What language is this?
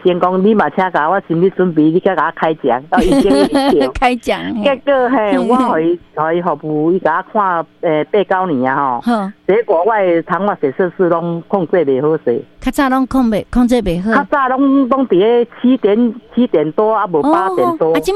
Min Nan Chinese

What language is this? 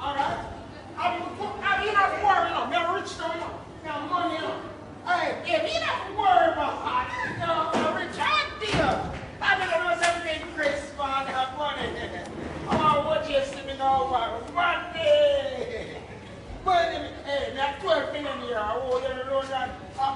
Jamaican Creole English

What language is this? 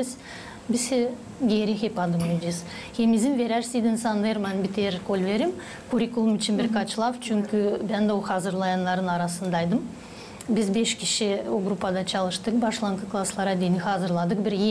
Gagauz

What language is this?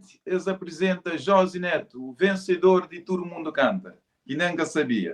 Kabuverdianu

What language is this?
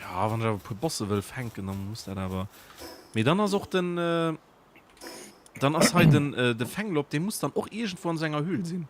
Luxembourgish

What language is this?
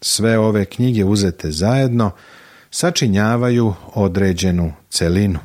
Serbian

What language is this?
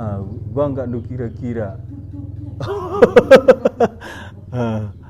Batak Karo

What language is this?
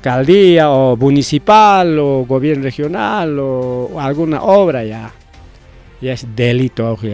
Ayacucho Quechua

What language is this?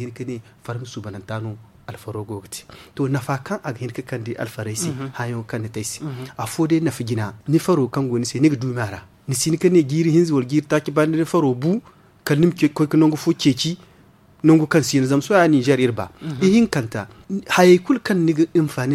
Zarma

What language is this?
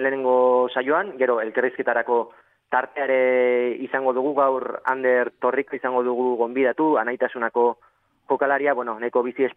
Basque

